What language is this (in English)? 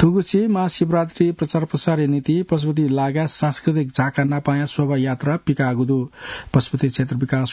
Newari